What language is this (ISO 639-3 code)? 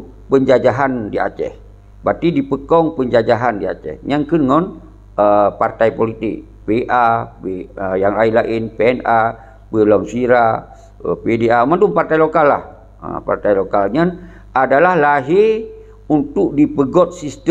ace